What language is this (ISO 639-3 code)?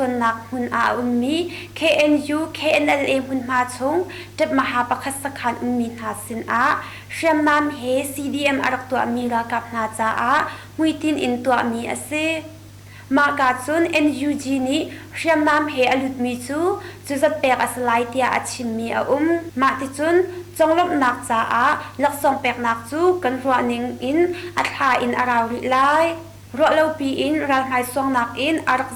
cnh